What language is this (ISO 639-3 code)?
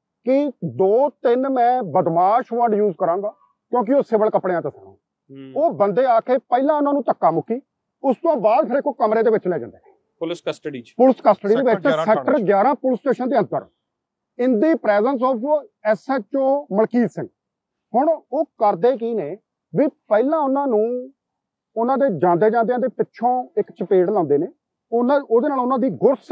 pan